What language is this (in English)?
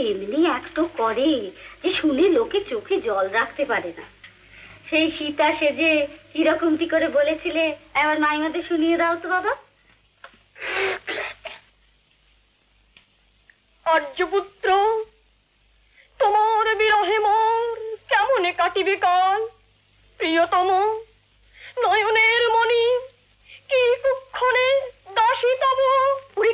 Bangla